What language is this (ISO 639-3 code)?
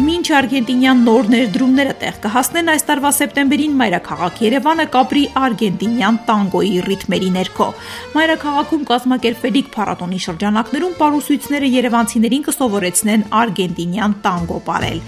hye